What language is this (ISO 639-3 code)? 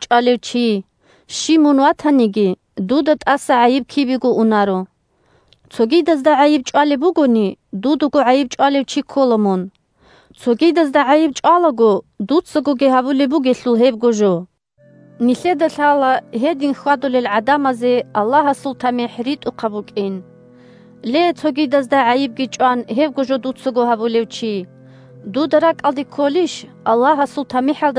ava